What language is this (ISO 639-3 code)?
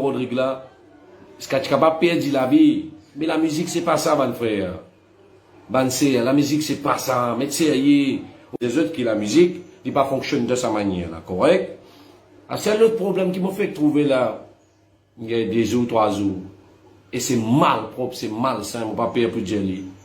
mfe